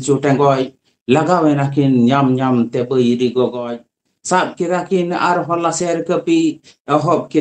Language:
Santali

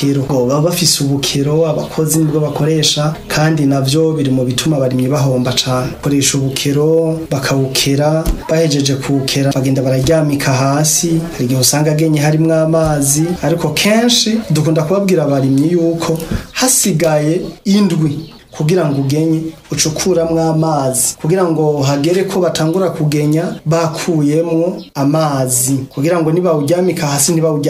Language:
Rundi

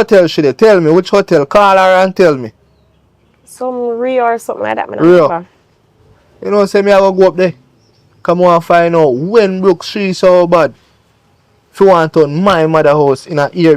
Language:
Jamaican Creole English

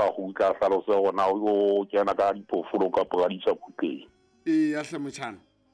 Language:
Southern Sotho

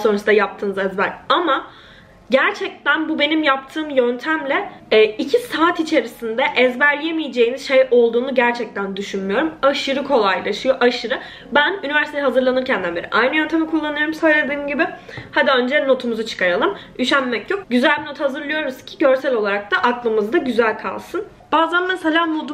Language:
Turkish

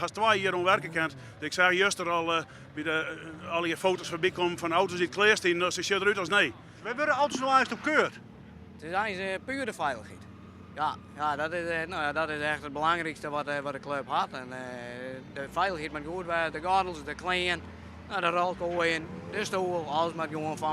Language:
Western Frisian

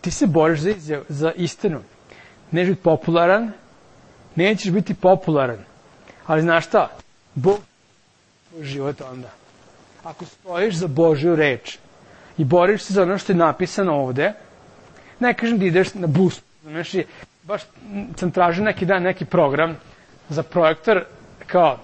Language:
Serbian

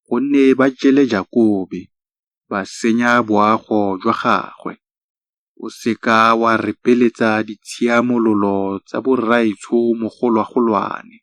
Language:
Tswana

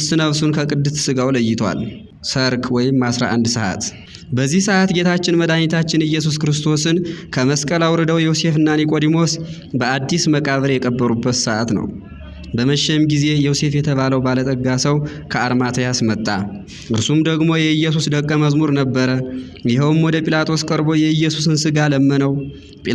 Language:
Amharic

